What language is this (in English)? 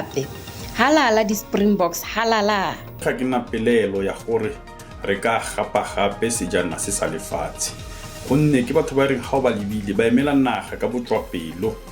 Tswana